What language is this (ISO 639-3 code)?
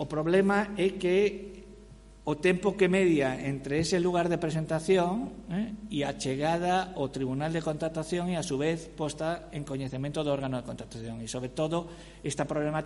glg